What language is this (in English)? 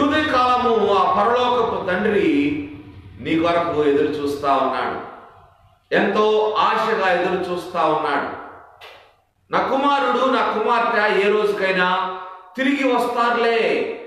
Telugu